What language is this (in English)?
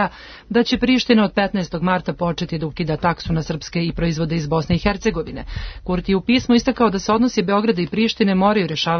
Serbian